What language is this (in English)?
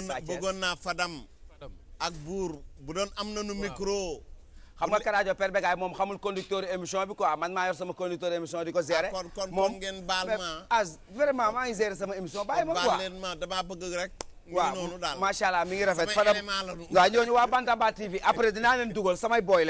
Wolof